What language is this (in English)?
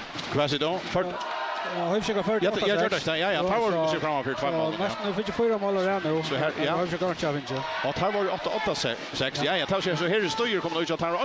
Faroese